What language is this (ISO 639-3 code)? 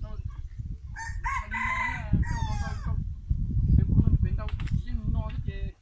hmn